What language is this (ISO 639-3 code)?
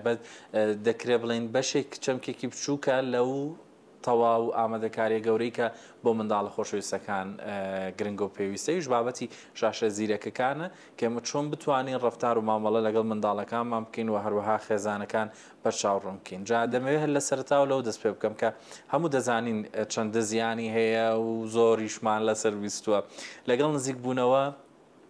ckb